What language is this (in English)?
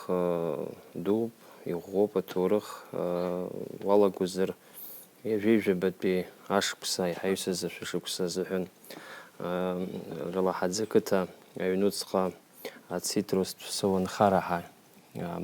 Abkhazian